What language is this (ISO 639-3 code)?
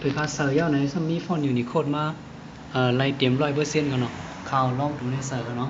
shn